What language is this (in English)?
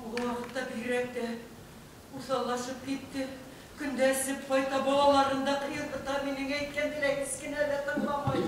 Bashkir